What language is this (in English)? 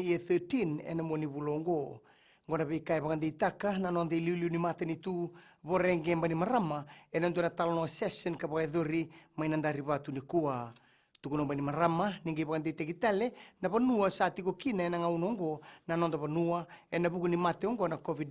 Fijian